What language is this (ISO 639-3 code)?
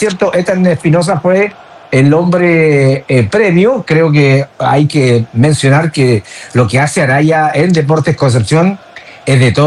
spa